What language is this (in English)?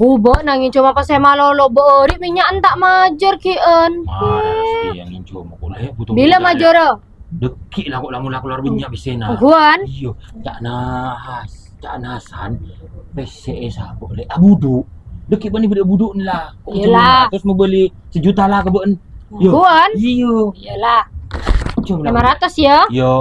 Madurese